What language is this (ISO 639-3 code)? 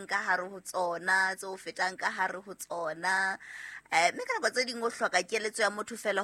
sot